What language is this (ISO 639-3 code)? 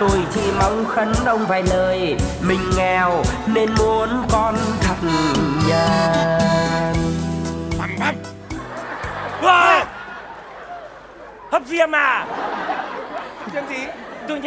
vie